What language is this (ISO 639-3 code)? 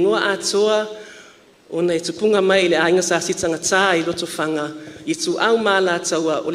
smo